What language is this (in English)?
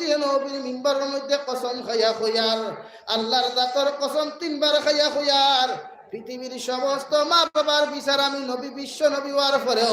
Sylheti